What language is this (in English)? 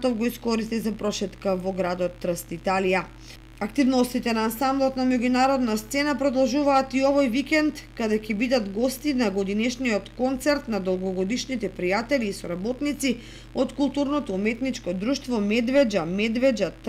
Macedonian